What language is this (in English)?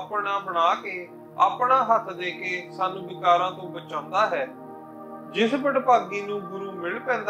Punjabi